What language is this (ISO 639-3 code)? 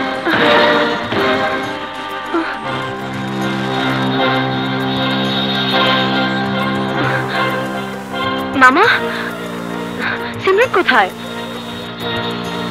ben